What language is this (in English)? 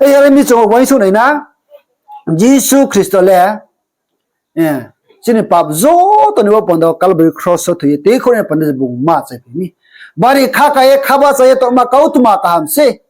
Riang (India)